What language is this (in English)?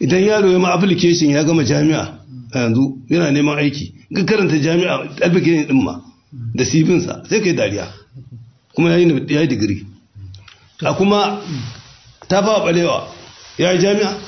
Hausa